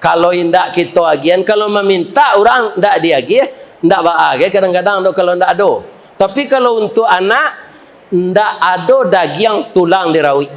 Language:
Minangkabau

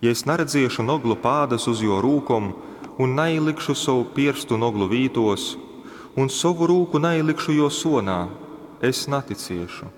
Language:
Latgalian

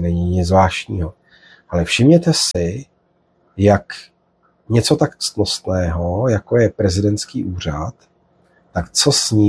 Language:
Czech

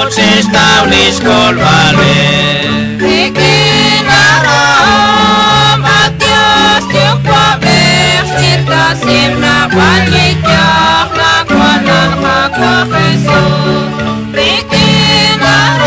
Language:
Kekchí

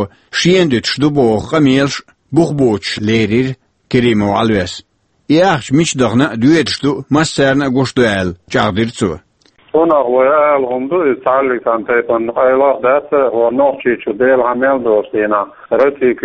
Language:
Chechen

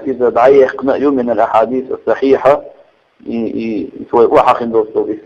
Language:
Chechen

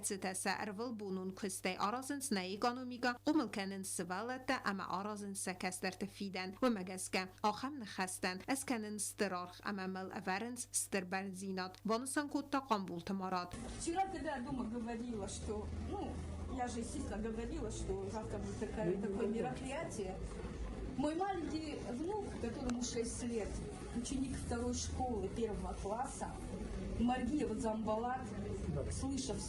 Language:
Ossetic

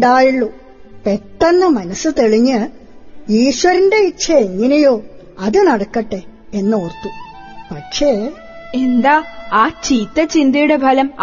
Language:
Malayalam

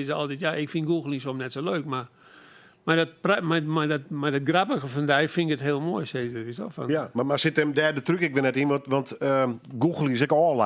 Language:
Western Frisian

